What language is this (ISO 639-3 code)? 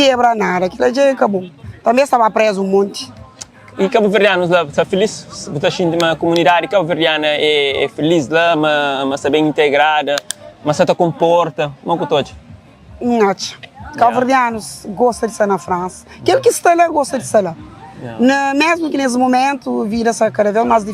kea